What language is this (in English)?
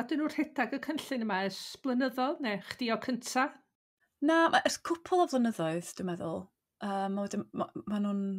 Welsh